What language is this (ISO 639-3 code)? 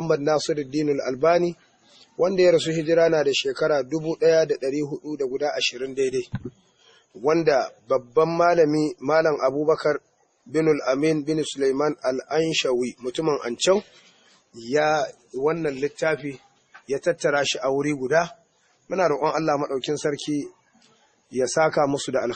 hau